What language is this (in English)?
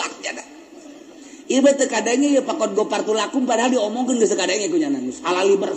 Sundanese